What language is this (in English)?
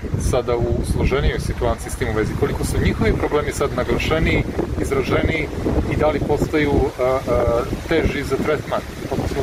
Serbian